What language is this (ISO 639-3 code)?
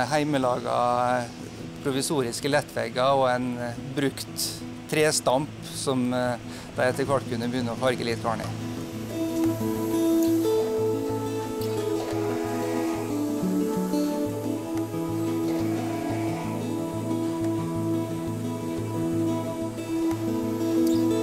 nor